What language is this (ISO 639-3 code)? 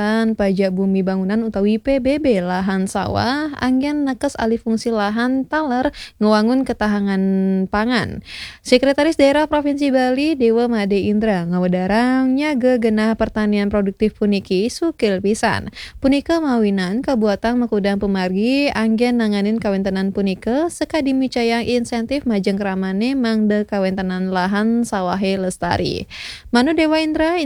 ban